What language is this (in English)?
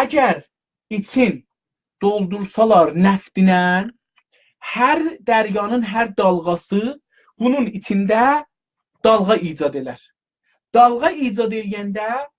South Azerbaijani